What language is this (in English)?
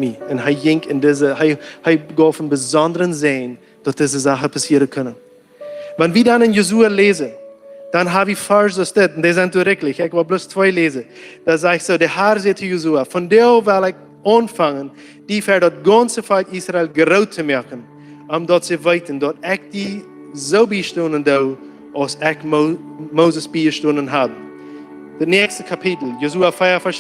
Plautdietsch